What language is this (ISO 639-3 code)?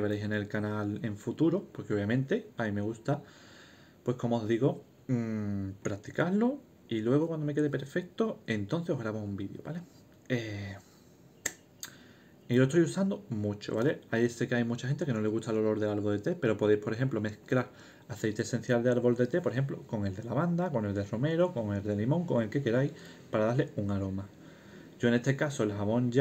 spa